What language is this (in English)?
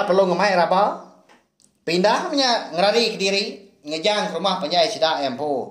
Iban